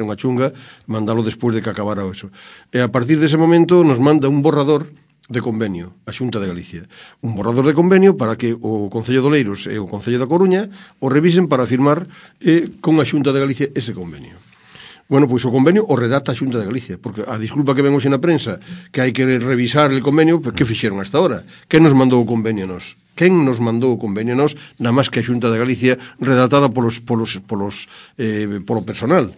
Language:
Galician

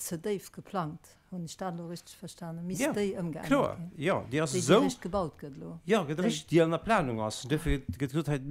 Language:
Luxembourgish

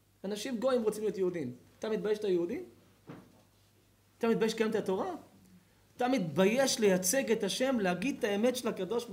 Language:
Hebrew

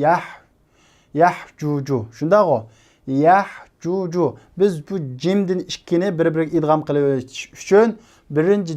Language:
Uyghur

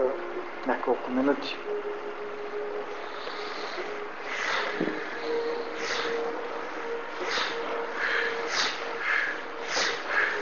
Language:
Bulgarian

